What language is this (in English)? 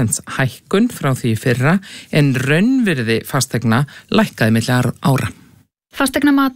Icelandic